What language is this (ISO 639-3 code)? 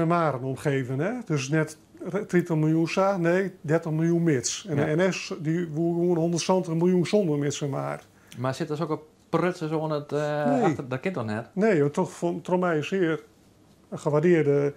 fry